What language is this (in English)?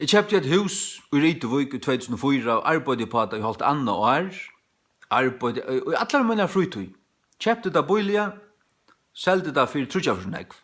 Faroese